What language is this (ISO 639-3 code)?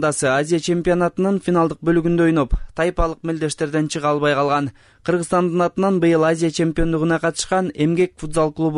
kir